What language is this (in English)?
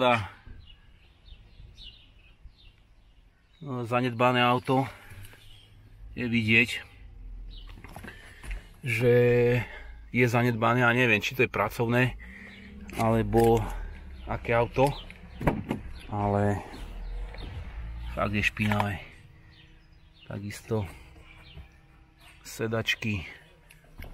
Slovak